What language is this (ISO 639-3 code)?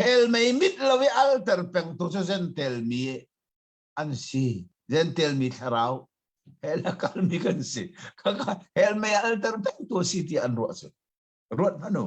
cnh